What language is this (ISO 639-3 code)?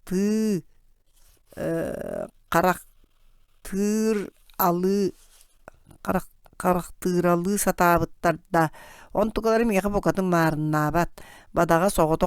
sah